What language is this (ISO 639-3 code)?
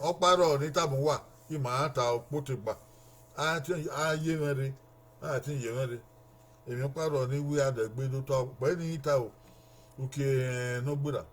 bin